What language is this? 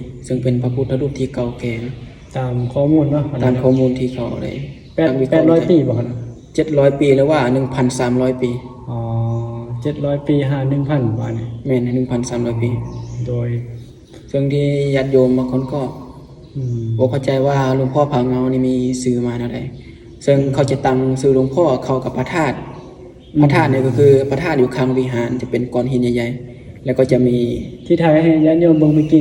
Northeastern Thai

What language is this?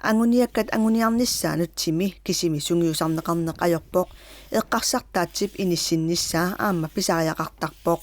Kalaallisut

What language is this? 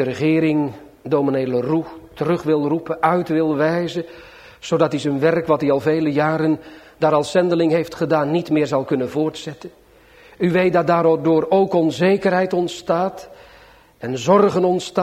Dutch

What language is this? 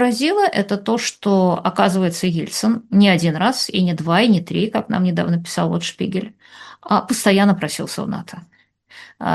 Russian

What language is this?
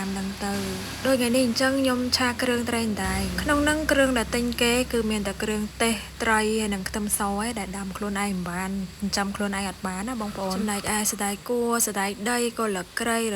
Khmer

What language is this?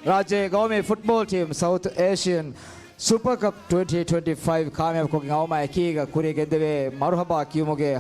Divehi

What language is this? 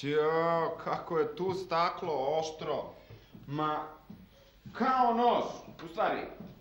Serbian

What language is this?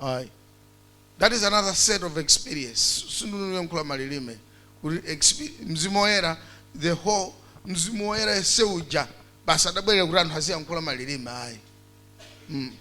Nyanja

